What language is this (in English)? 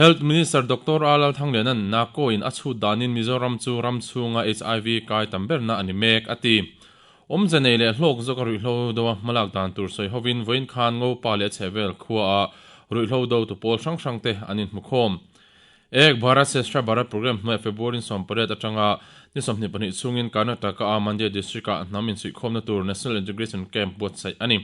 Mizo